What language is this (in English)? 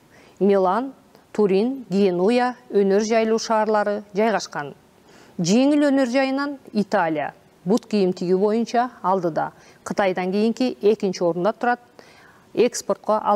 Kyrgyz